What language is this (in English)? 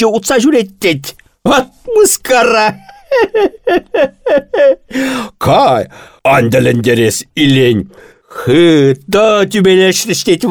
Chuvash